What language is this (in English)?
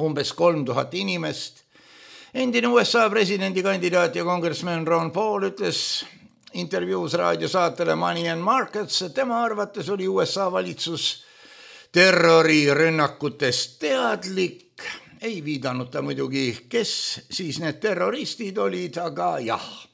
Estonian